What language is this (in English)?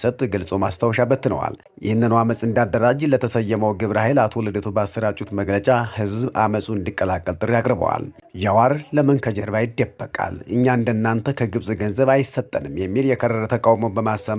Amharic